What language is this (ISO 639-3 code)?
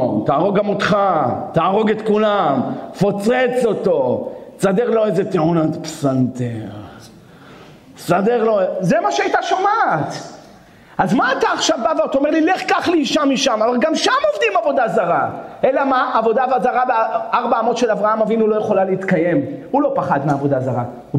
heb